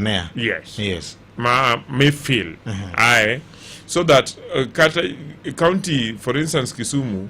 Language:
Luo (Kenya and Tanzania)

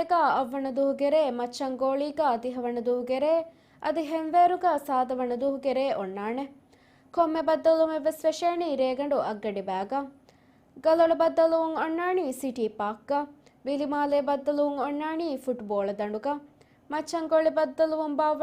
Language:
Divehi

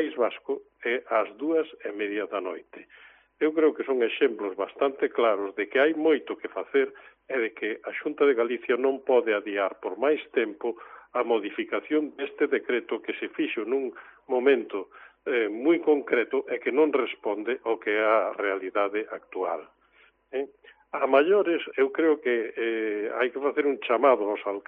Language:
Galician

